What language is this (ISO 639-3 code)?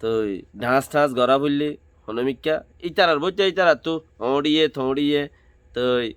rhg